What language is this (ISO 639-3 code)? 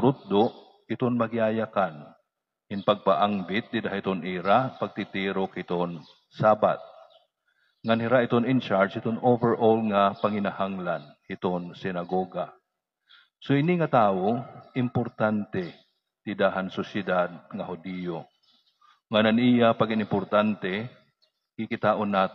war